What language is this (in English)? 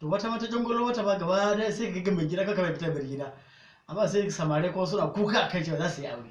Hausa